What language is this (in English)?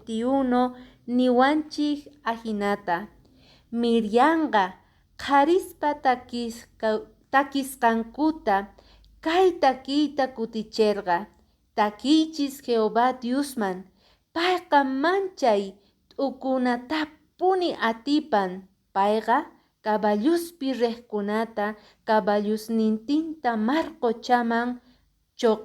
Quechua